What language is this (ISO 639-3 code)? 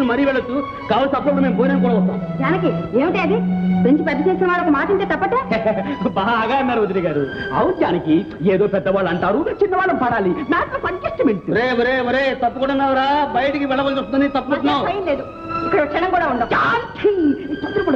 tel